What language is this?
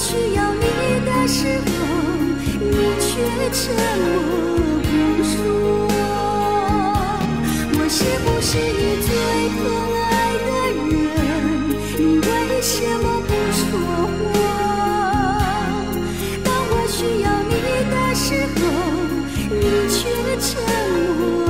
Chinese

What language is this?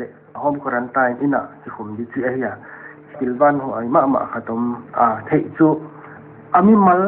Paite Chin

